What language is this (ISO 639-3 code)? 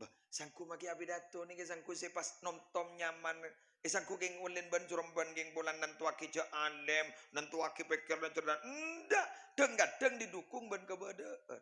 mad